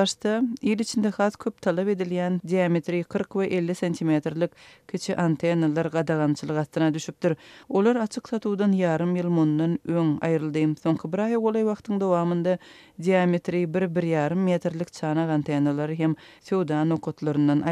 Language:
Turkmen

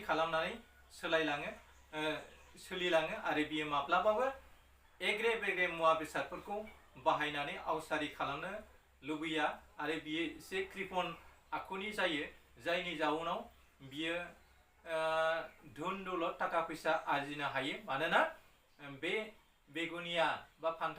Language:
Bodo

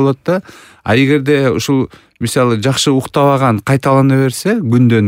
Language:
Kyrgyz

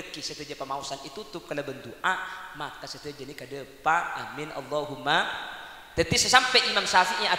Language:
Madurese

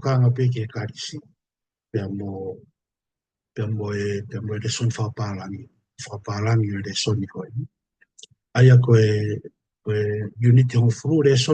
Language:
Tongan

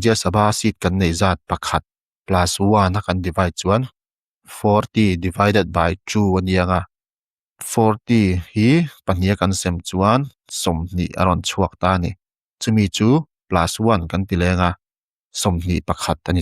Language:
Mizo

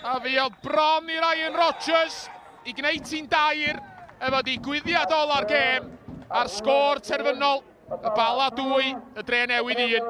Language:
Welsh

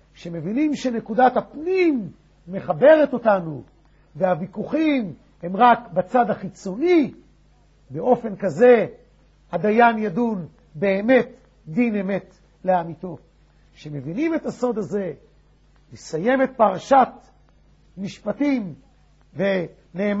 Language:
Hebrew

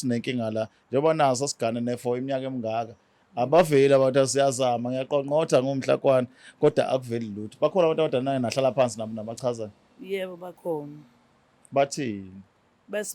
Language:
Zulu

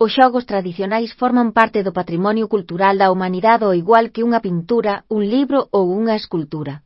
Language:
Galician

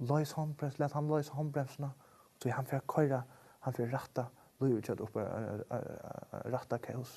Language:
Faroese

